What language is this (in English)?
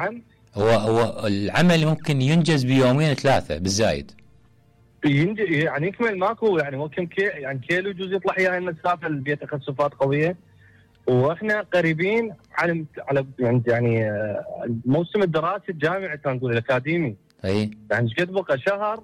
Mesopotamian Arabic